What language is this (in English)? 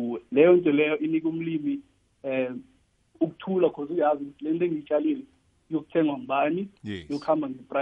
South Ndebele